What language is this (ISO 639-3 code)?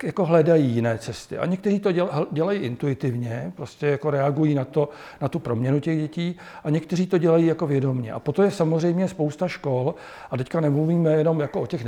ces